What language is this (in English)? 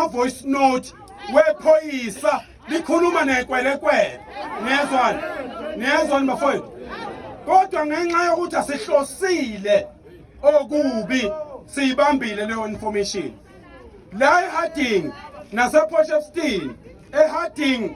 Zulu